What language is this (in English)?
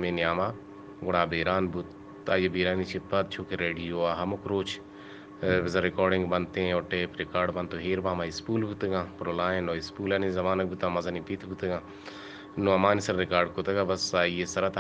Eastern Balochi